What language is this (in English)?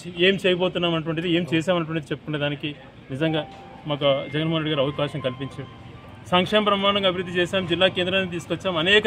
Telugu